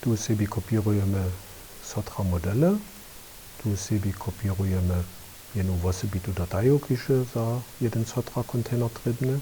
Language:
Upper Sorbian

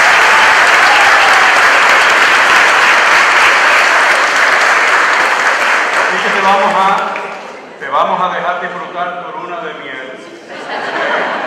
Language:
Spanish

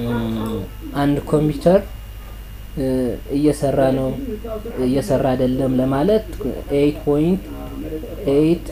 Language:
Amharic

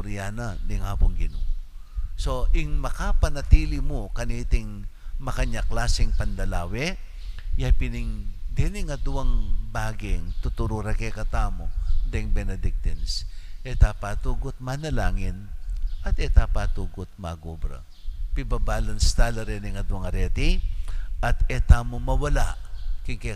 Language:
Pampanga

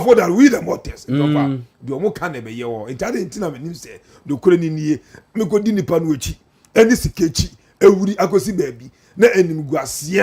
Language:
Akan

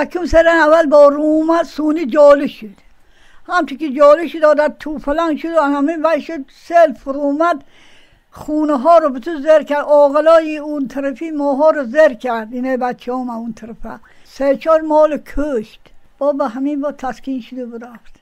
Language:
Tajik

